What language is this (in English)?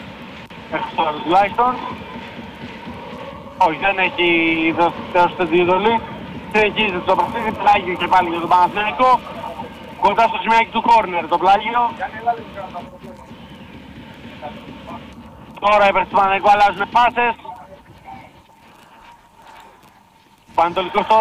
Greek